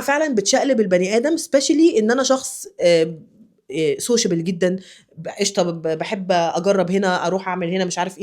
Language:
Egyptian Arabic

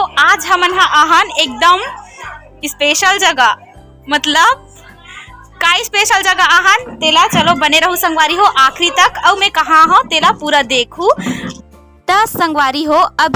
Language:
Chhattisgarhi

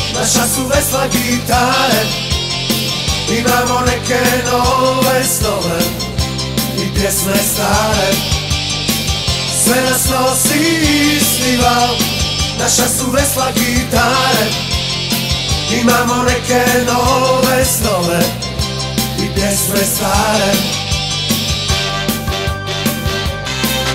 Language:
Croatian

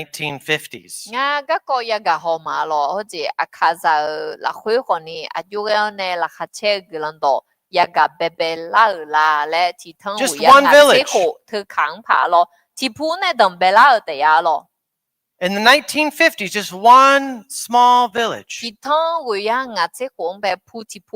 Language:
Akha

